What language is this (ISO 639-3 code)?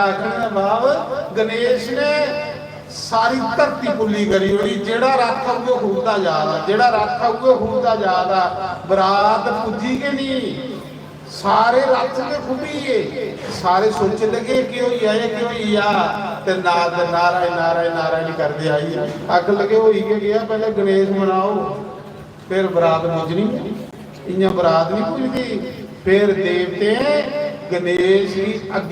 doi